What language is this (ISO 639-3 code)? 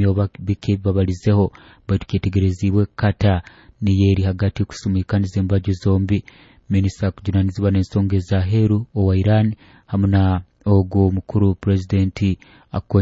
nyo